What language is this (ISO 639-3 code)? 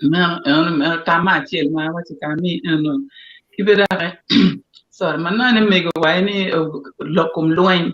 ach